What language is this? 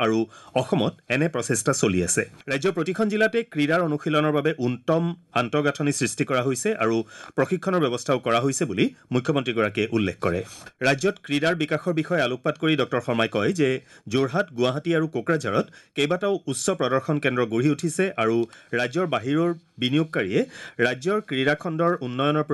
Assamese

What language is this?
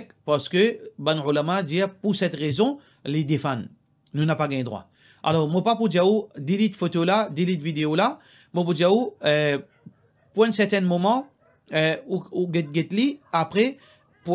Morisyen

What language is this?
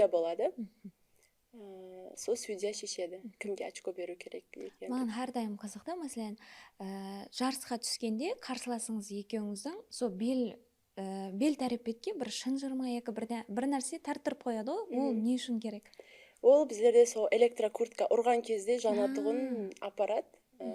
Kara-Kalpak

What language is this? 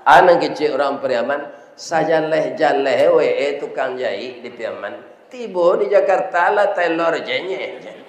Minangkabau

